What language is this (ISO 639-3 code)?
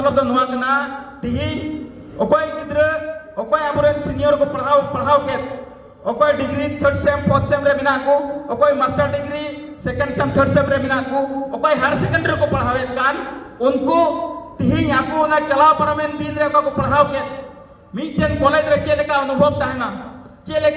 sat